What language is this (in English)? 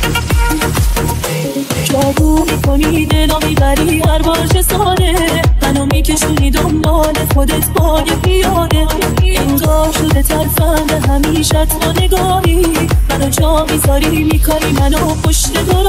Persian